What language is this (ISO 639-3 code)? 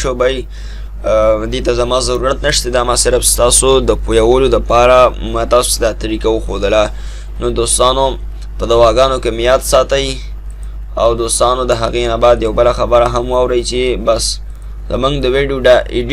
pus